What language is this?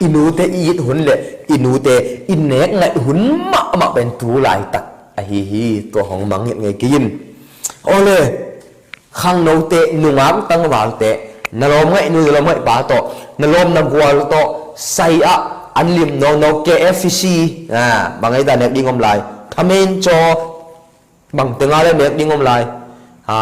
Tedim Chin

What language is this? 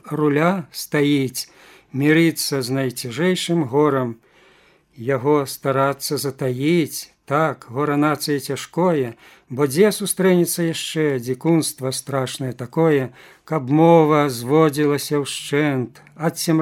Belarusian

